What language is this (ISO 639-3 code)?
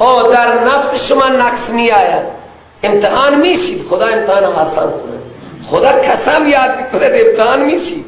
fas